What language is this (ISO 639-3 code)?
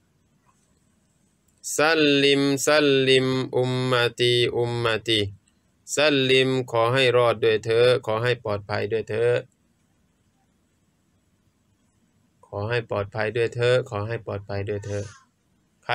tha